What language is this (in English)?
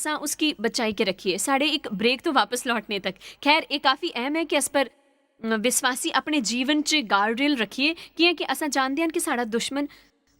Dogri